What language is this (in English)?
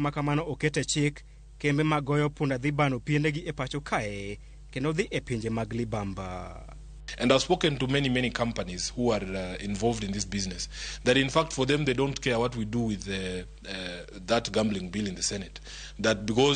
Luo (Kenya and Tanzania)